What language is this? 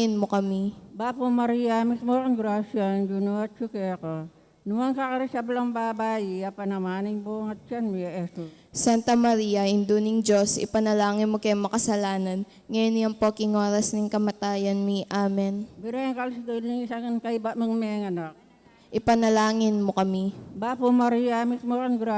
Pampanga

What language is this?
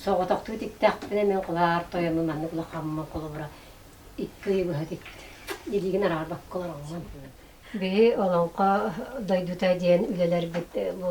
Yakut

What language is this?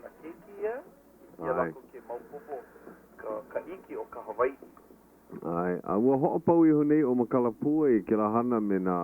Hawaiian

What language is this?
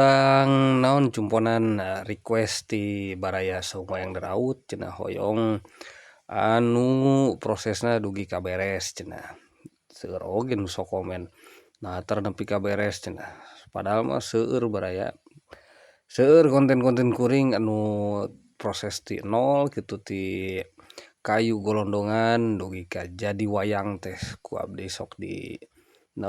Sundanese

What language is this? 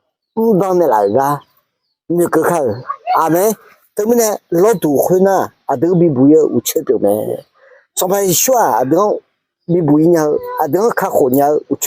Akha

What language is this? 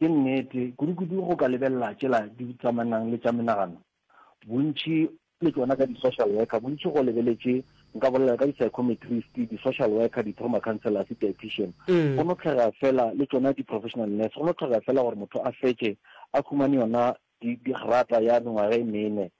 Northern Sotho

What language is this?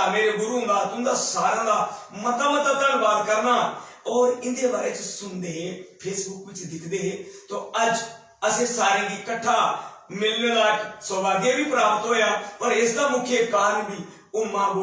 Dogri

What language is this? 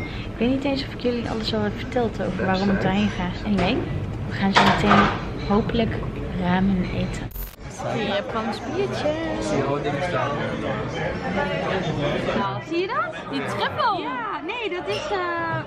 Dutch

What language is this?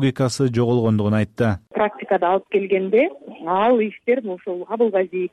Kyrgyz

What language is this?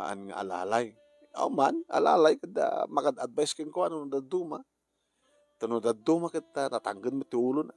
Iloko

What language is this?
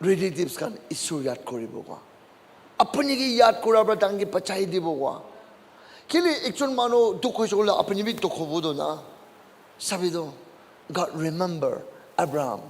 Naga Pidgin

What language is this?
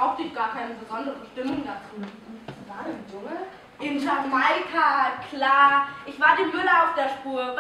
German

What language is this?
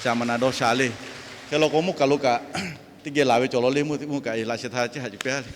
Lahu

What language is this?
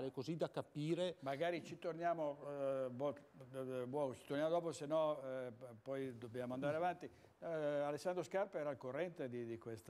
Italian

